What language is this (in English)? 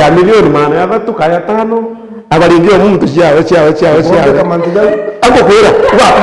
Meru